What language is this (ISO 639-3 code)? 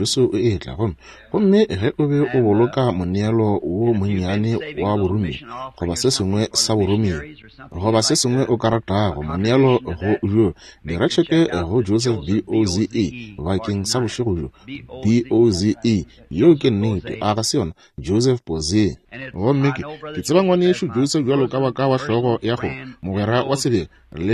nso